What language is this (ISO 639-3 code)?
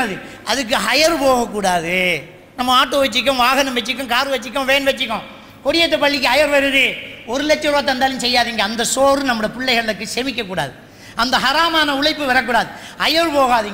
tam